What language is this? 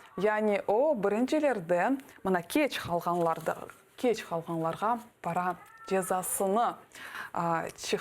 Crimean Tatar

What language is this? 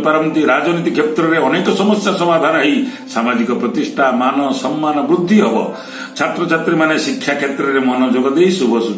Odia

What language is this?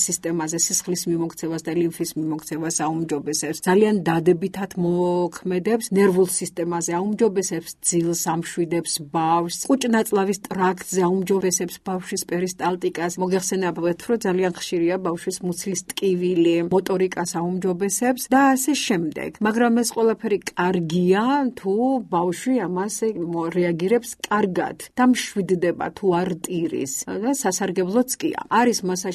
Georgian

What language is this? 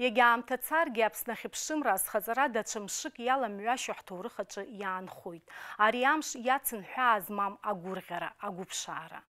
Abkhazian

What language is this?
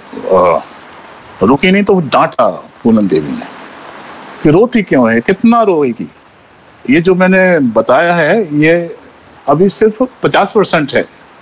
Hindi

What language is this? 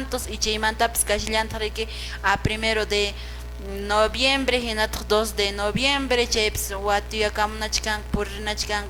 Quechua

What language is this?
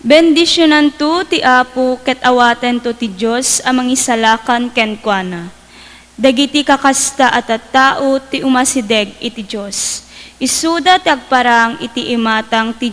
Iloko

